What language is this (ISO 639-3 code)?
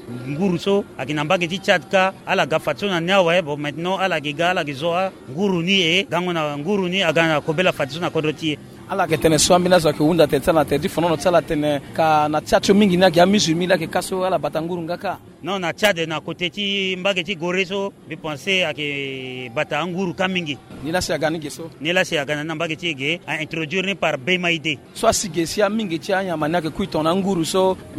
sag